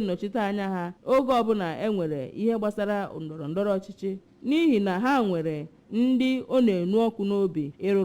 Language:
Igbo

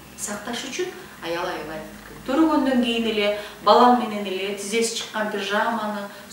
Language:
Kyrgyz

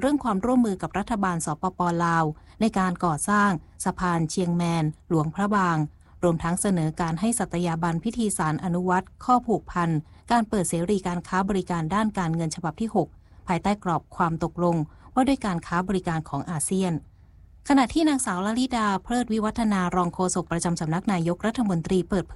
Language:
Thai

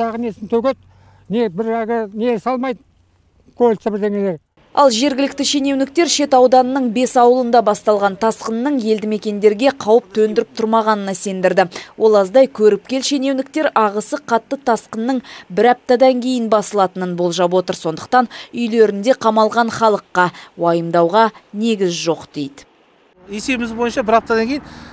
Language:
Kazakh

